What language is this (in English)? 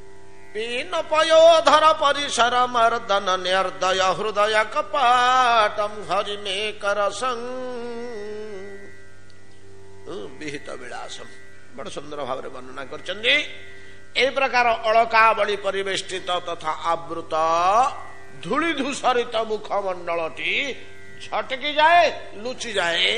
Odia